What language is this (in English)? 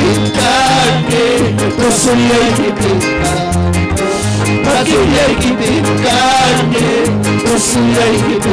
Ayacucho Quechua